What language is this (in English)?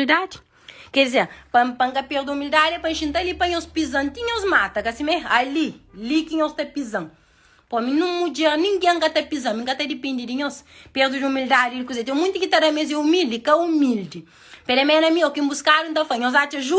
Kabuverdianu